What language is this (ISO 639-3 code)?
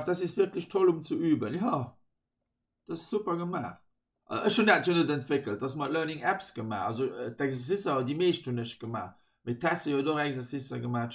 ltz